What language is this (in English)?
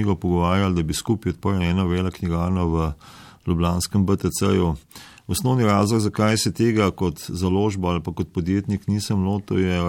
Slovenian